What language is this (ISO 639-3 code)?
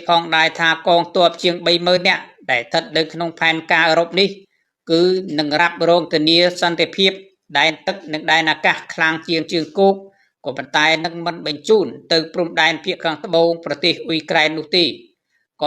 khm